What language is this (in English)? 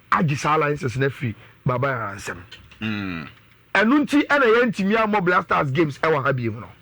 Akan